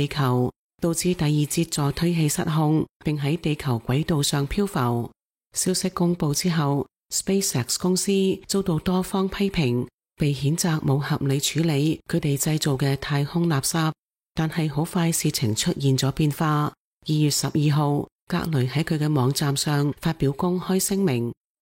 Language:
Cantonese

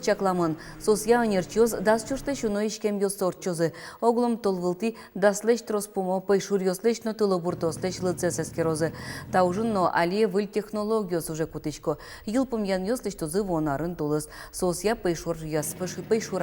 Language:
Udmurt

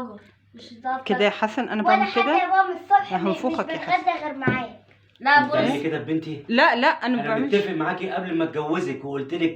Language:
Egyptian Arabic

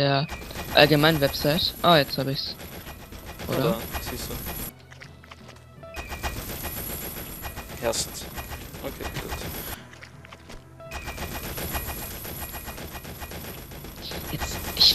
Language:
German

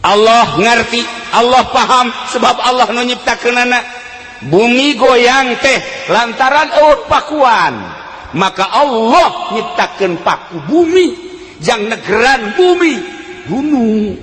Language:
Sundanese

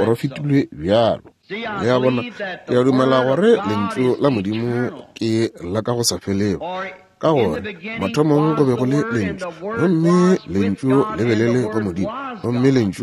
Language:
Northern Sotho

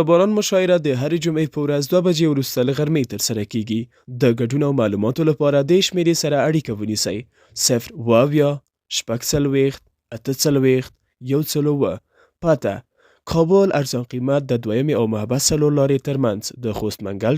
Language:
Pashto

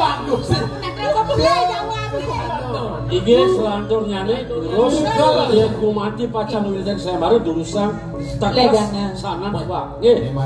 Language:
Balinese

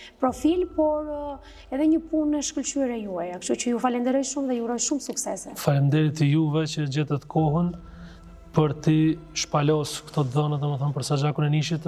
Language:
Albanian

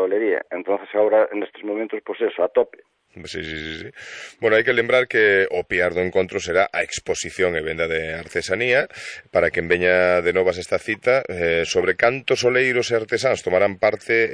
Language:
Galician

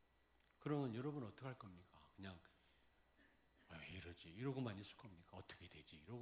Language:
Korean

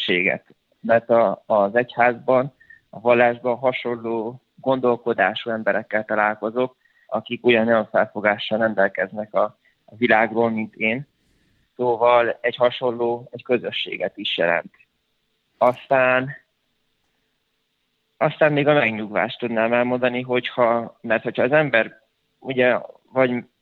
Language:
Hungarian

